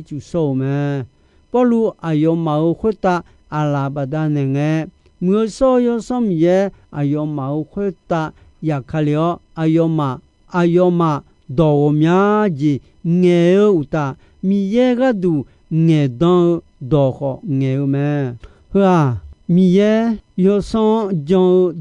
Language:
Akha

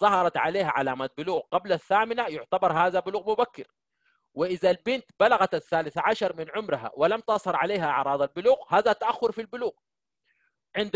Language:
Sudanese Arabic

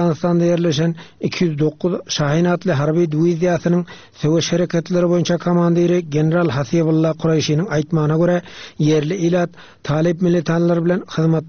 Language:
Turkmen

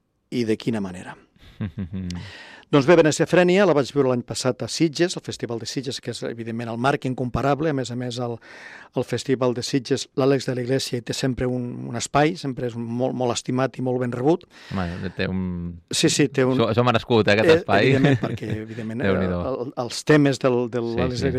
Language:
Catalan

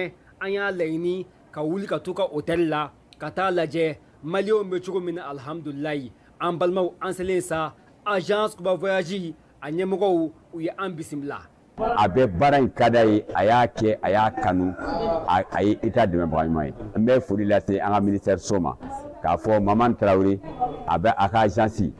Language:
Bambara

